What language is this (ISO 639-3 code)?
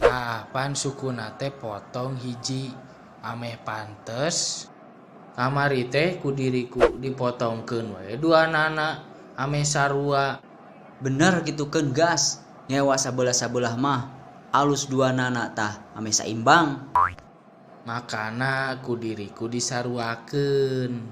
sun